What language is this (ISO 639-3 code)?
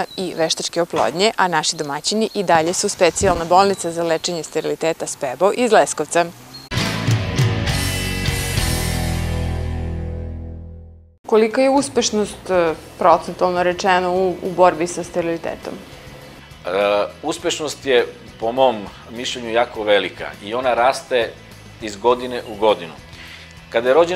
srp